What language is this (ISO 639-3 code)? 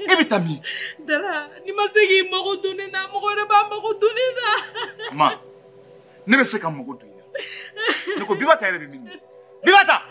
bam